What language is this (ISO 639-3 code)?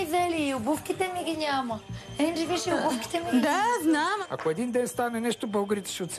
bul